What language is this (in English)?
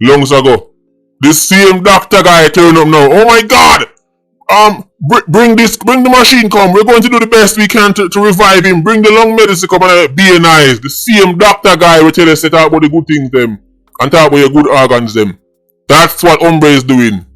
Jamaican Creole English